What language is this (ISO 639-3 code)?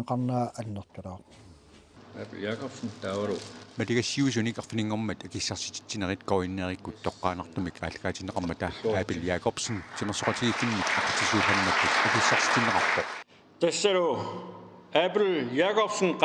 kal